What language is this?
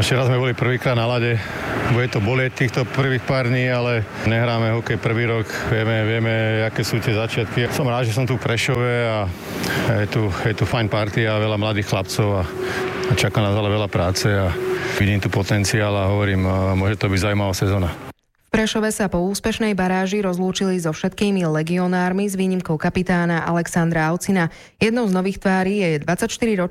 Slovak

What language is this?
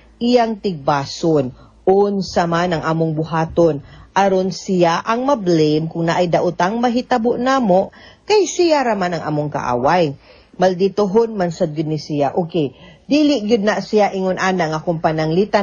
Cebuano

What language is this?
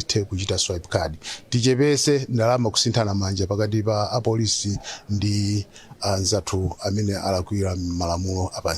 Nyanja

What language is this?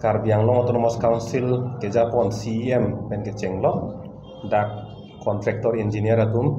Karbi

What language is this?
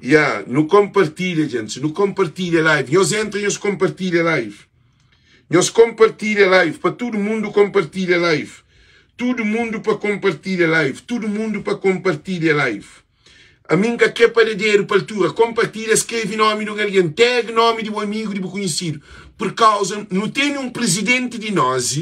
Kabuverdianu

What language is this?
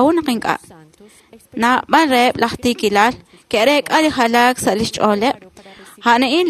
Kekchí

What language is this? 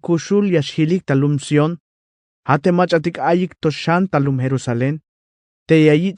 Tzeltal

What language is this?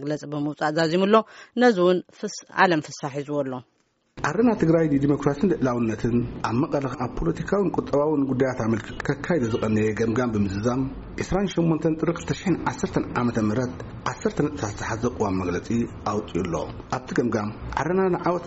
Tigrinya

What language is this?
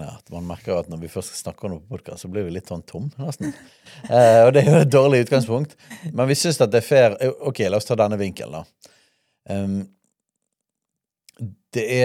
Norwegian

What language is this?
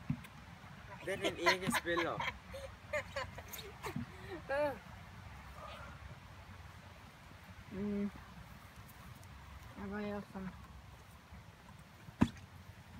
Norwegian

